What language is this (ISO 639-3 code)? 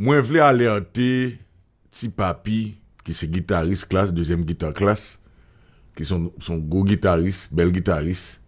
hat